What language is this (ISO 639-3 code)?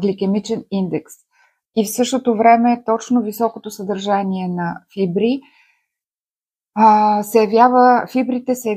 bul